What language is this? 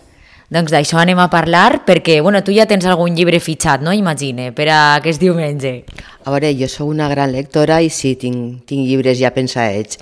Catalan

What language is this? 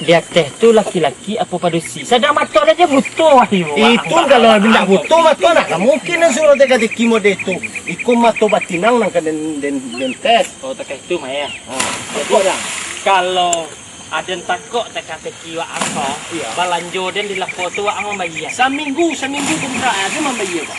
Minangkabau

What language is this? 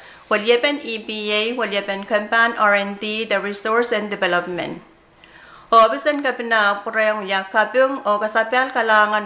Pohnpeian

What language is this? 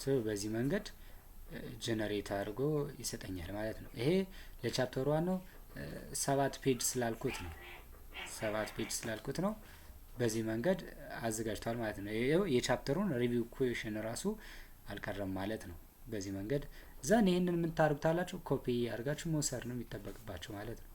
Amharic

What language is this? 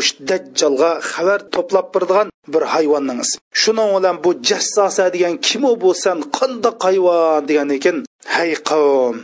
Uyghur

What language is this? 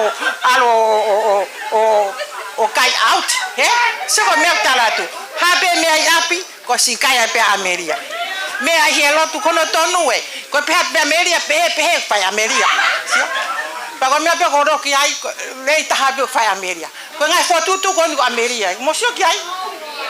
Tongan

